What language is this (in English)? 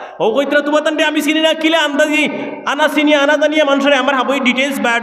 Sylheti